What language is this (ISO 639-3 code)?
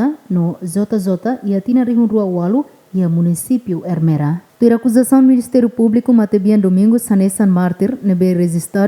tet